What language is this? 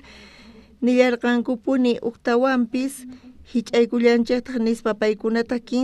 South Bolivian Quechua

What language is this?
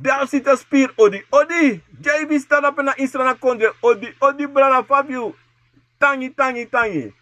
Sranan Tongo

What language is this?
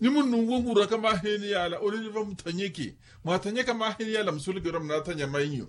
Makhuwa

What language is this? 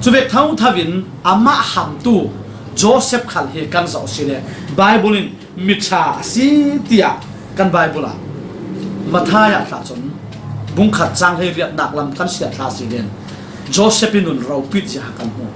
Falam Chin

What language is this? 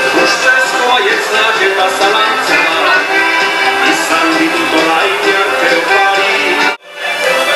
Basque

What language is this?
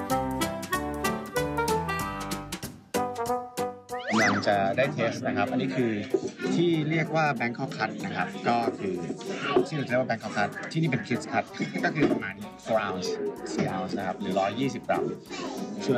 Thai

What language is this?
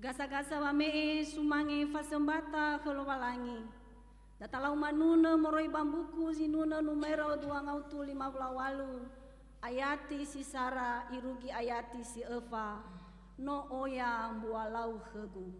Nias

